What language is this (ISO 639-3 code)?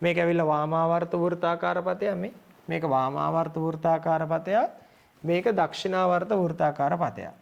sin